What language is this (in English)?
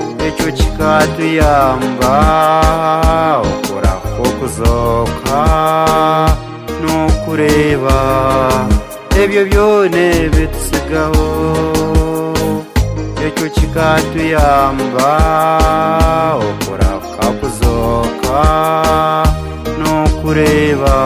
Kinyarwanda